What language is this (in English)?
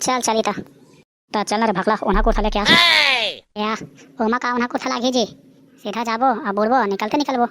Chhattisgarhi